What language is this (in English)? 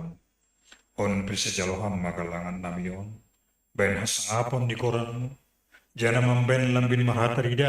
Batak Simalungun